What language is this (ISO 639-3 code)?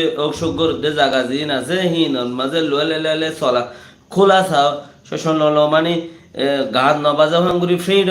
rhg